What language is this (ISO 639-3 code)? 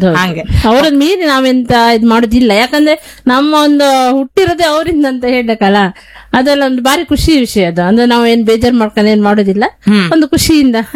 kan